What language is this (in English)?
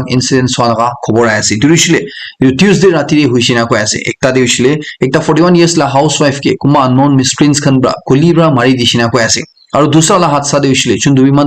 Naga Pidgin